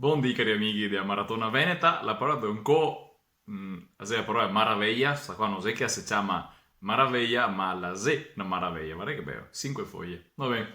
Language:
Venetian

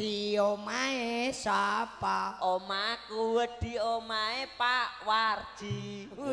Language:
Javanese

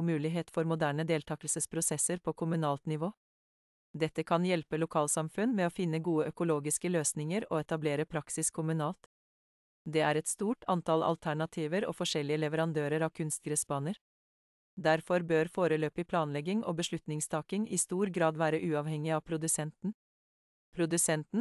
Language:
Norwegian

